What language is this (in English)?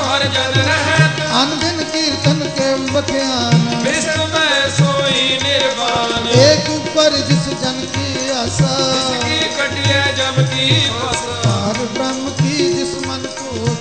Punjabi